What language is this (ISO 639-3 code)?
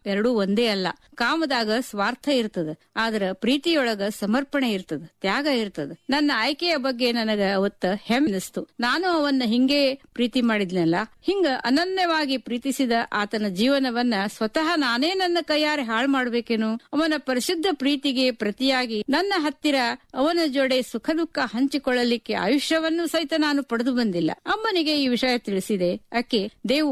kan